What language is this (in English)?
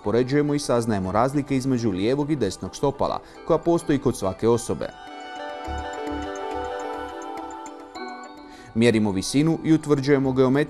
Croatian